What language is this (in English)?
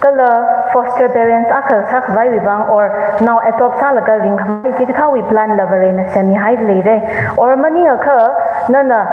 Tangkhul Naga (India)